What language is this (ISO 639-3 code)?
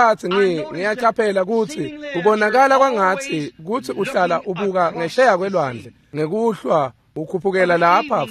ssw